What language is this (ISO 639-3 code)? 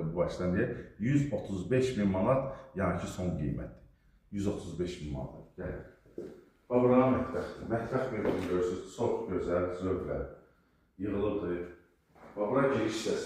aze